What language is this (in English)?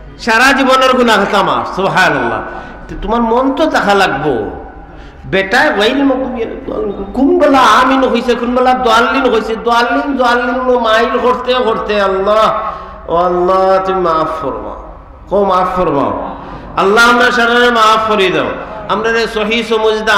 Sylheti